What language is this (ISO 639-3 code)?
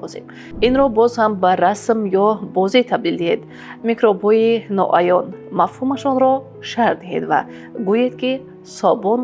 tgk